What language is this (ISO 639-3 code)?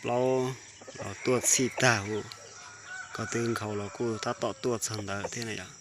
hmn